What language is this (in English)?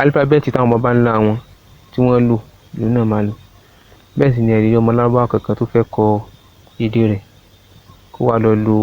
Yoruba